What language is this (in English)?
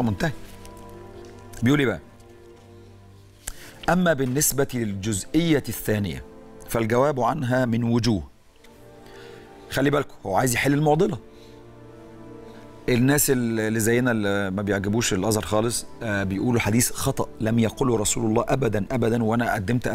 Egyptian Arabic